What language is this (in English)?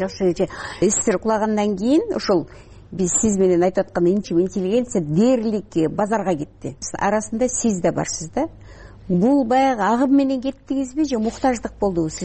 Kyrgyz